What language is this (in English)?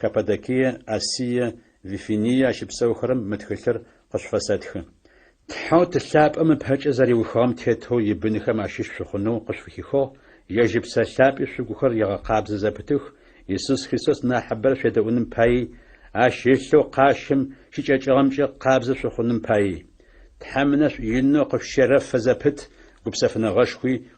Adyghe